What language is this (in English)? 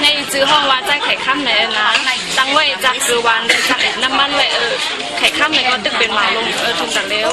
Shan